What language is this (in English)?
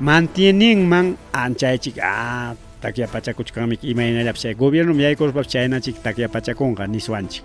Ayacucho Quechua